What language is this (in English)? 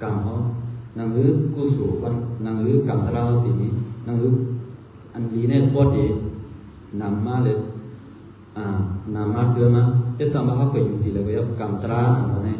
Shan